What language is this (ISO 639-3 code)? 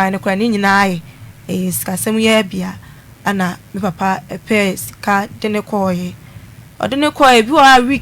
aka